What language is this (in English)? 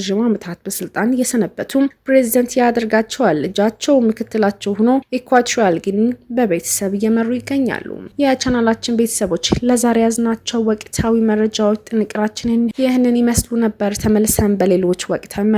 Amharic